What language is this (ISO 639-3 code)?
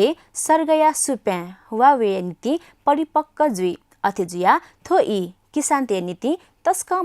new